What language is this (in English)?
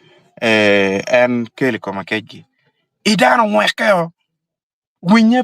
Acoli